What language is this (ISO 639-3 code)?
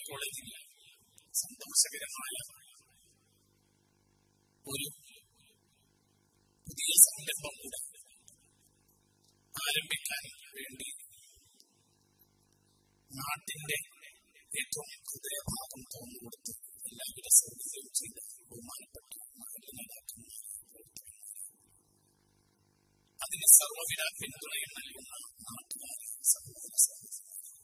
mal